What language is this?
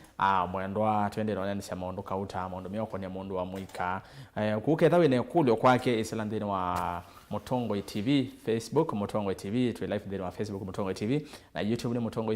Kamba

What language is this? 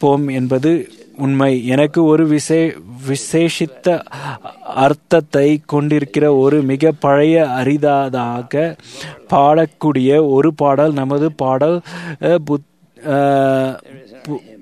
Tamil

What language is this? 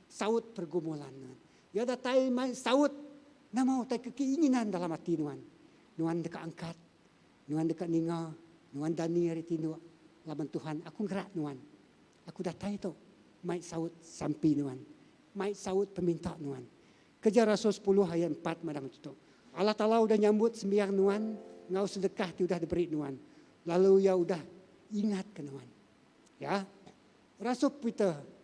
Iban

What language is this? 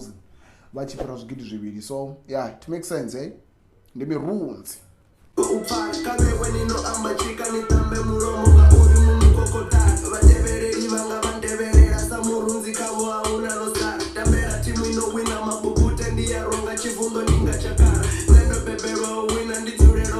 Venda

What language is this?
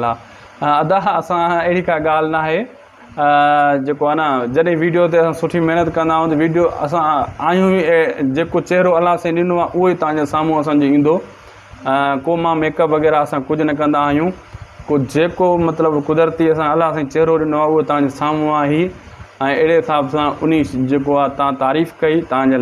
Sindhi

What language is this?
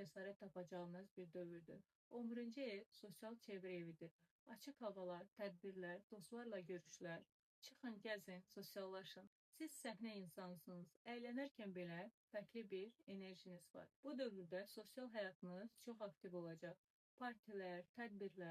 Azerbaijani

